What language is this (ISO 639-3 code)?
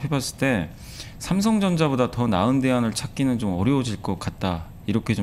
kor